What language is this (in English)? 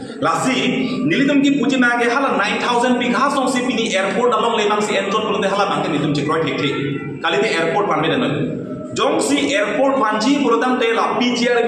Karbi